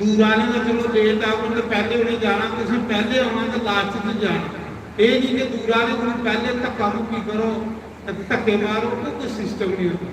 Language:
Dogri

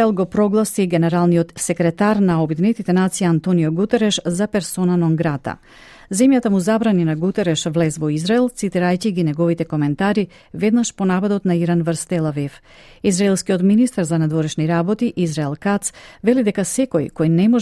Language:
Macedonian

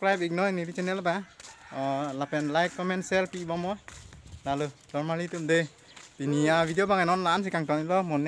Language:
Karbi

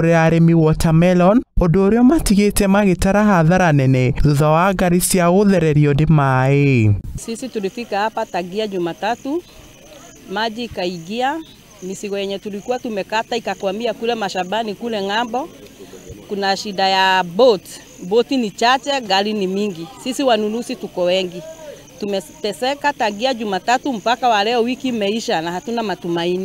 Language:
Kikuyu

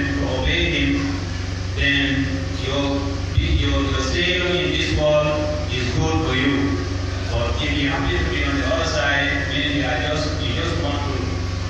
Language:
Pular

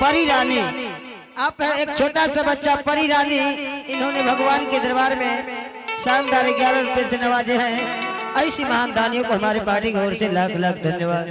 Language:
Angika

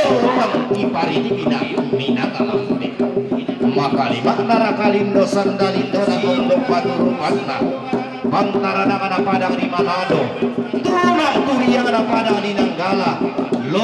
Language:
Toraja-Sa'dan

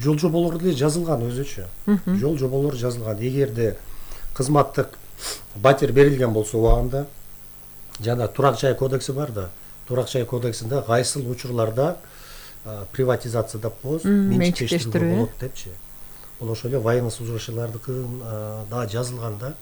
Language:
Kyrgyz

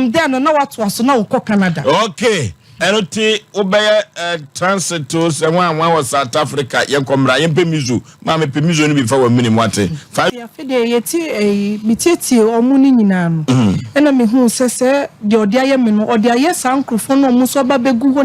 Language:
Akan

